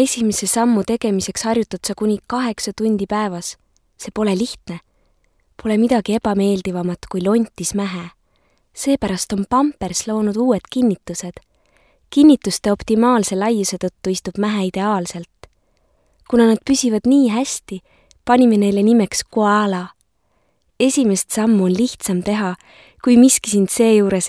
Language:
Estonian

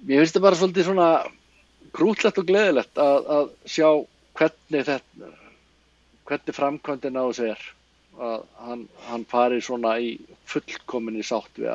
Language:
Icelandic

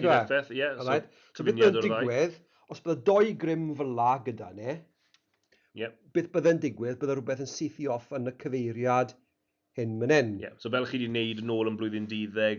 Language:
Welsh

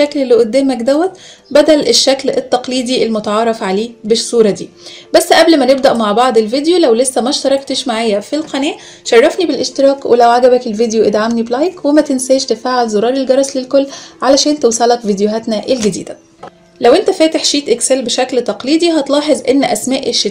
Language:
Egyptian Arabic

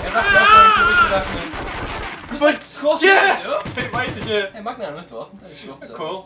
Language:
Faroese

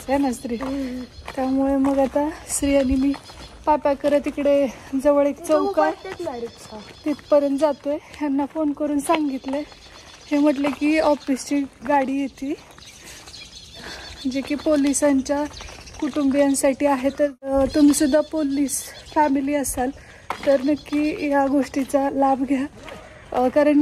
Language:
Marathi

